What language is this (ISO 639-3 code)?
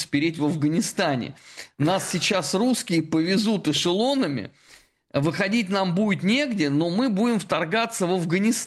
rus